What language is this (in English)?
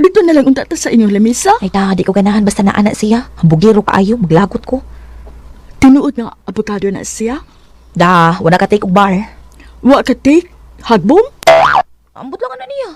Cebuano